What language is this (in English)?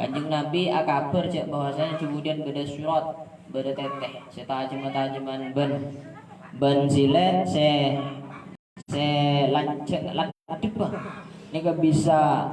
Madurese